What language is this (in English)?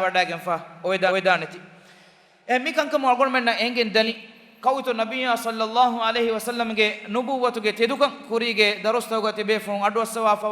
Divehi